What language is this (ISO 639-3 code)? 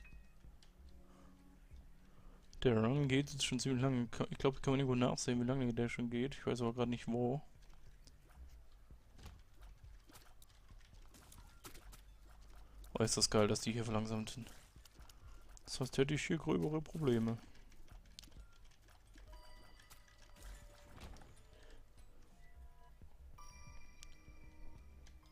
deu